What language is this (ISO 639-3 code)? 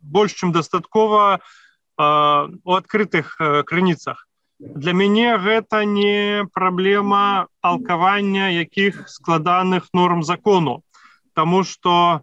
bel